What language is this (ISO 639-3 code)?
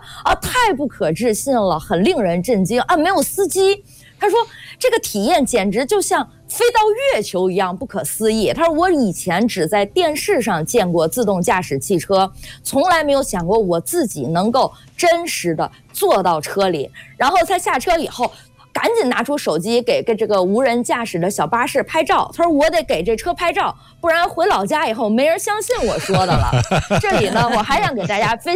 zho